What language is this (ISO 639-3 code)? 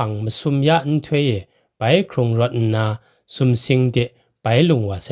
kac